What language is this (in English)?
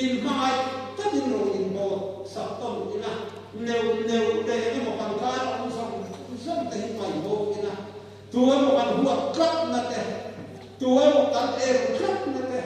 Mizo